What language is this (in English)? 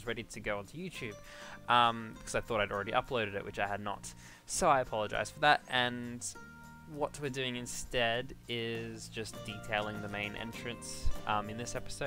English